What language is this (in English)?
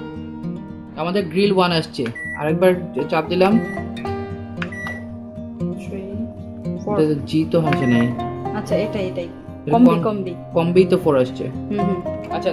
Bangla